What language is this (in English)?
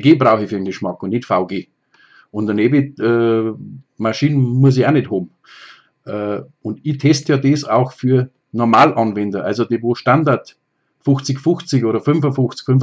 Bavarian